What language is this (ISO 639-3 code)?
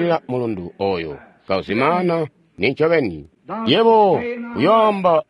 toi